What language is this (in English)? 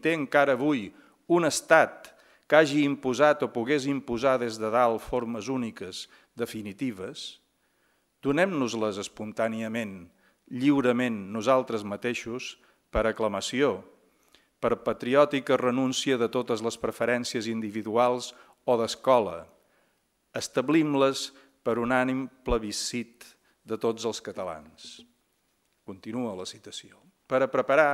Catalan